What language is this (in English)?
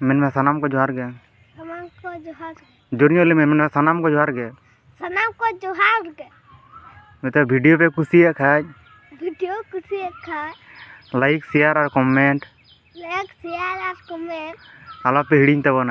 Santali